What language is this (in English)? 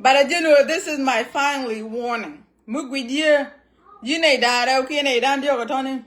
Nuer